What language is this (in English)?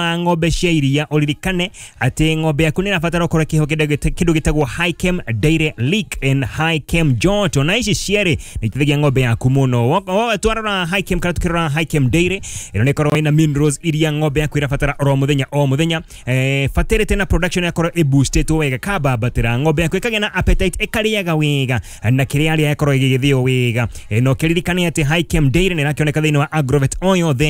Kikuyu